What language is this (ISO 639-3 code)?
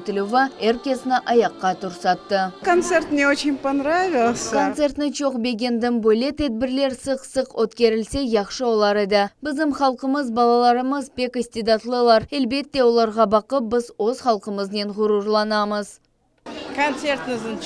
crh